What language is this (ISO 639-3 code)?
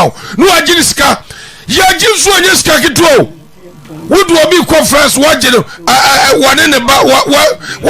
aka